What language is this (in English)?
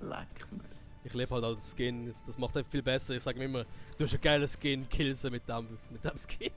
Swiss German